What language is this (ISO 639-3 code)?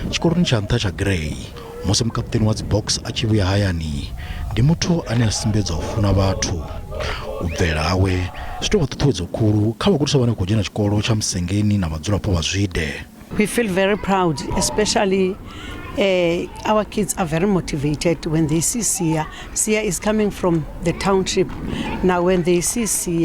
ven